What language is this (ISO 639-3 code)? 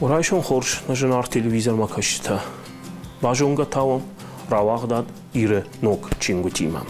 oss